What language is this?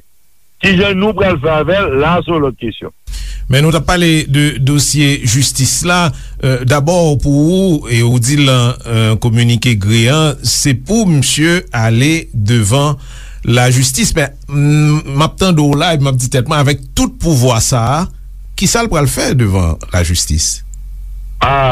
Haitian Creole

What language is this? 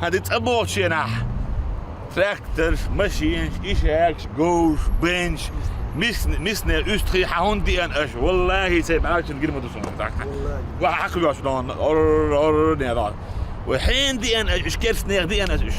Chechen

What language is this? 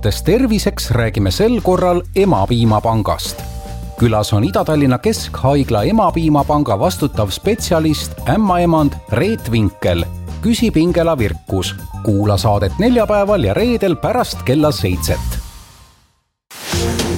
Estonian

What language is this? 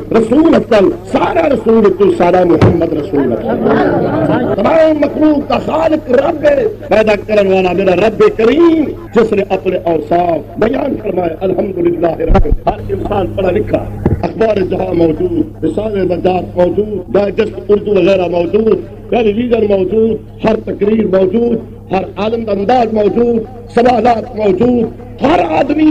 Saraiki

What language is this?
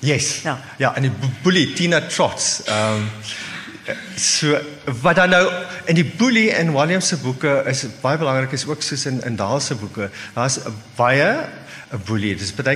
Afrikaans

